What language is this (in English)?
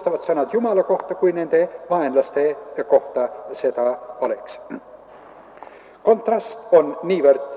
Estonian